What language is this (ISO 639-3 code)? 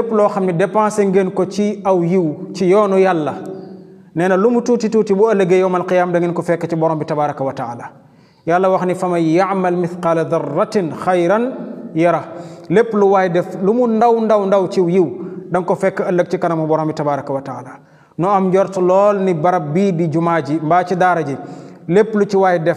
wol